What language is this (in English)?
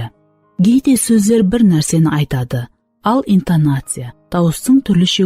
Kara-Kalpak